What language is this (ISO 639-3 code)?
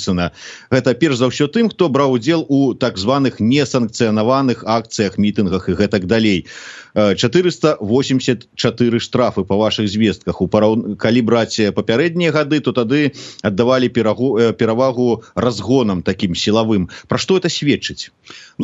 bel